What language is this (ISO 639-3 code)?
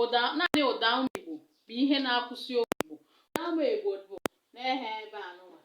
ibo